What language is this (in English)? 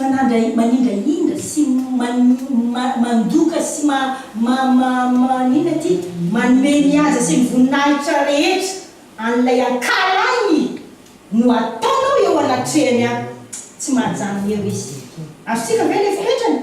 Malagasy